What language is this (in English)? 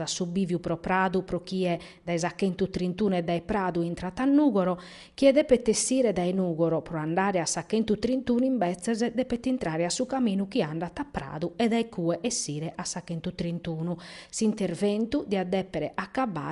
Sardinian